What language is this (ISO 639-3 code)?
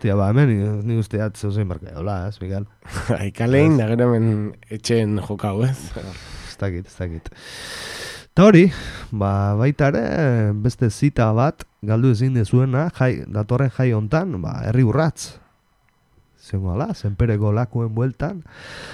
eus